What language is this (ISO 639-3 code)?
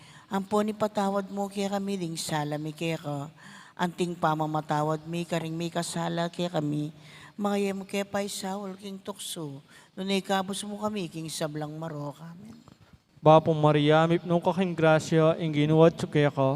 pam